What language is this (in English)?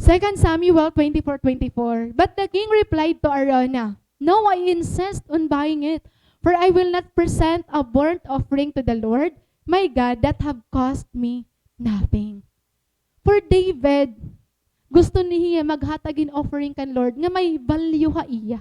Waray